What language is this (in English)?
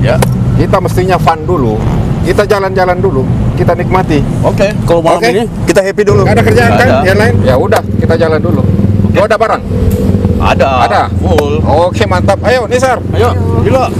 Makassar Malay